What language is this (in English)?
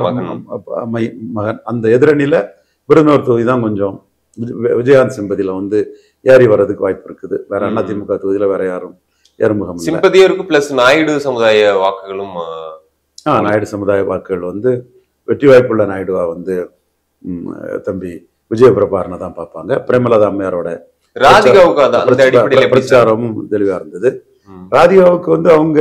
Tamil